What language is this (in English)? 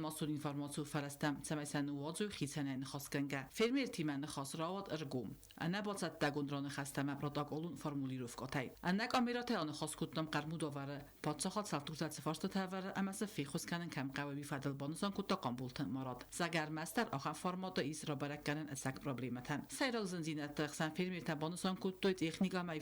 Ossetic